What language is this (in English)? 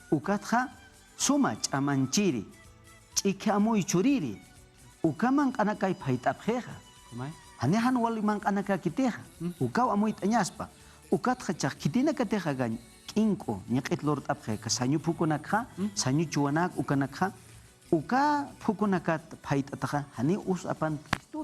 Aymara